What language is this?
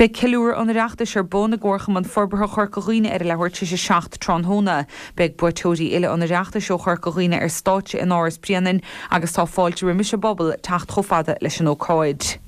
Irish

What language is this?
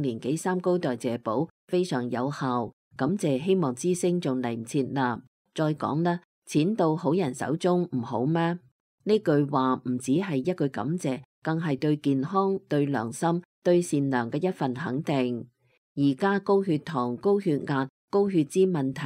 Cantonese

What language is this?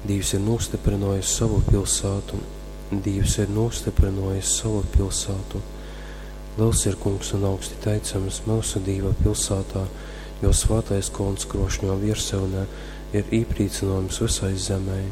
Latgalian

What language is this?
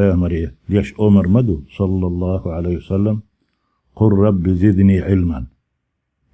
Chechen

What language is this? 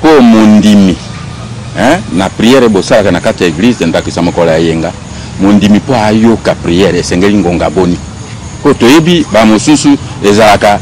Lingala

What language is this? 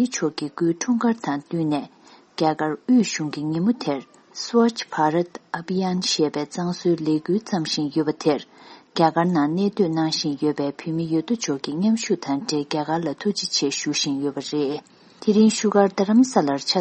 Tibetan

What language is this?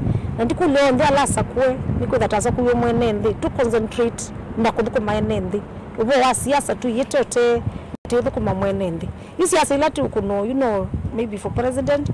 Kamba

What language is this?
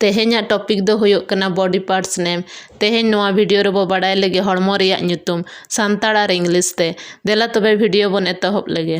Santali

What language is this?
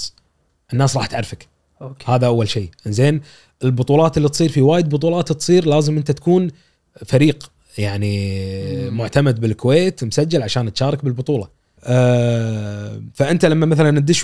Gulf Arabic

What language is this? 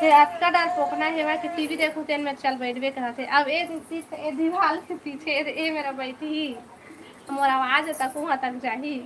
Chhattisgarhi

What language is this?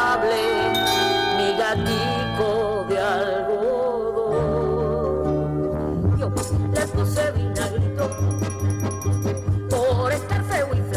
Basque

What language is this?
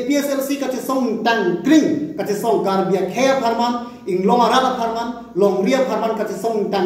Karbi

